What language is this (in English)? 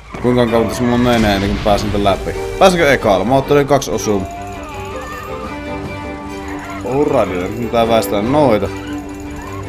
Finnish